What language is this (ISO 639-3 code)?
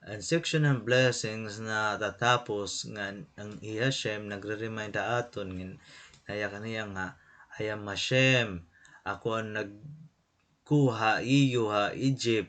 war